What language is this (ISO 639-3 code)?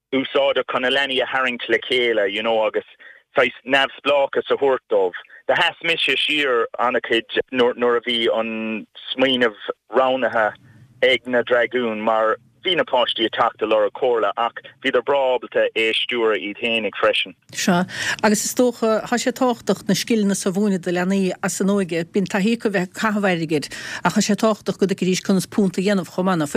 gle